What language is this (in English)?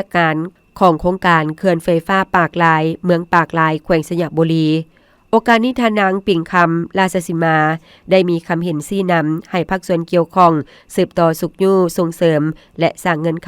Lao